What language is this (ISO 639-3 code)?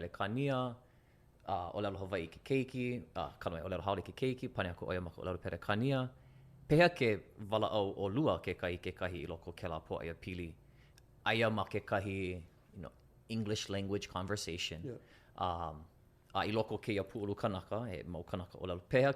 haw